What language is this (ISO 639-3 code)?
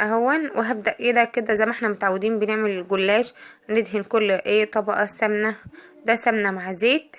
arz